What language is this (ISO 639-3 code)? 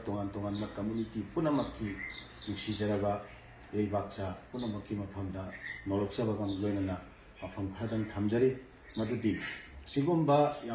mni